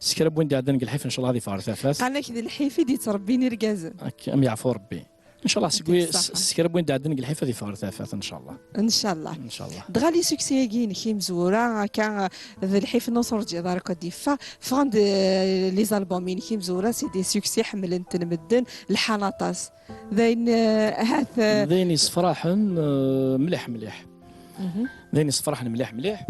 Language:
Kabyle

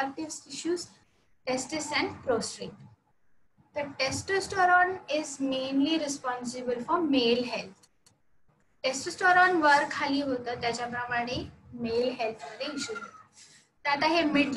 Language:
Marathi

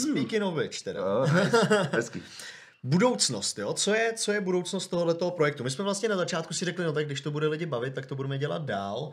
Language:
Czech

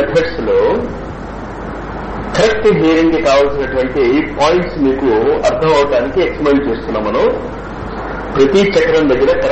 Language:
Telugu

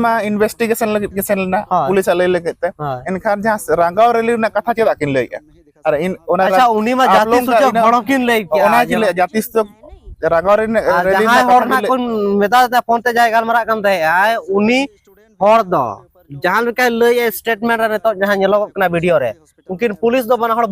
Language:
Santali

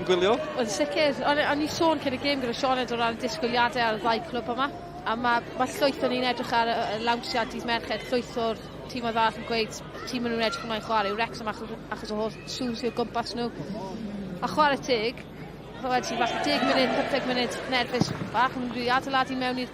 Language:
Welsh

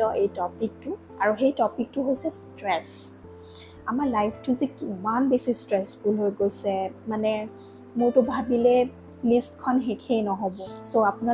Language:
Assamese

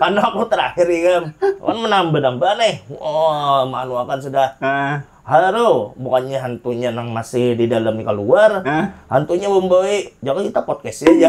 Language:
Banjar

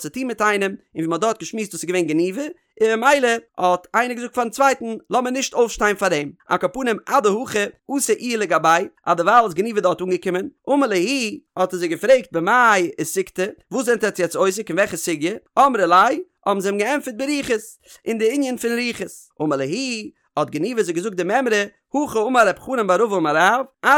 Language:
Yiddish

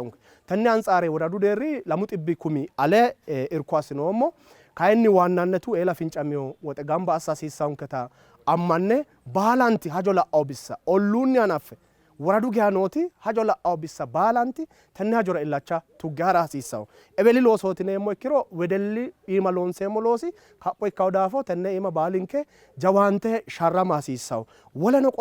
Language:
Sidamo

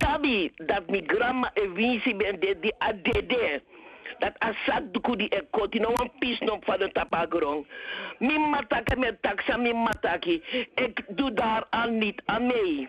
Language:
Sranan Tongo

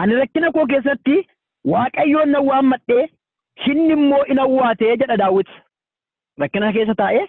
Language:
Oromo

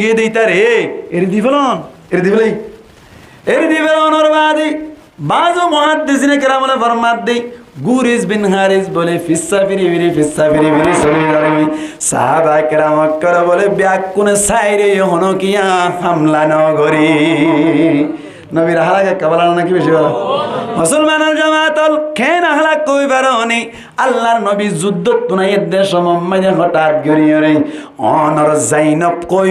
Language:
Rohingya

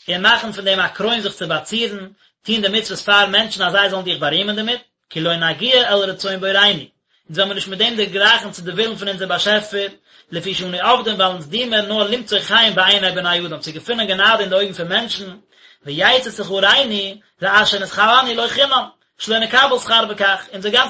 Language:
Yiddish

